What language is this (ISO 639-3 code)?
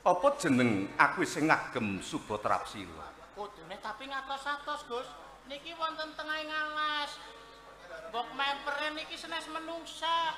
jav